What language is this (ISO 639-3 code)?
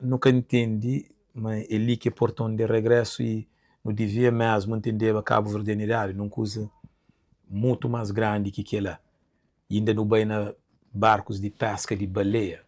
kea